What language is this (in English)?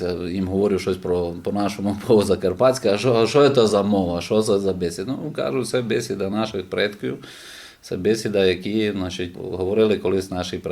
Rusyn